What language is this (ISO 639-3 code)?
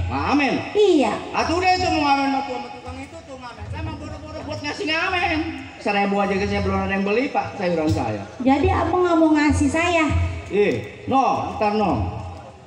bew